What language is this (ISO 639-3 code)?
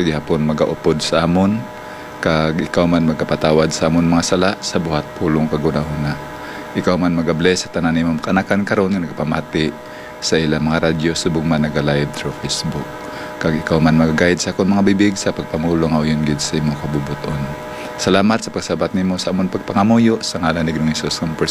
hil